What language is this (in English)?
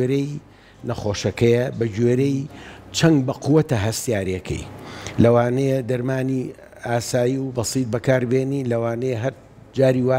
Central Kurdish